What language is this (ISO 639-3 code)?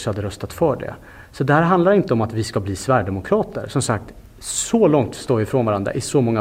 swe